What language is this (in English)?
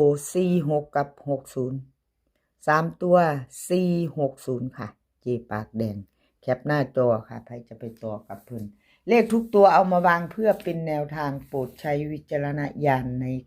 Northeastern Thai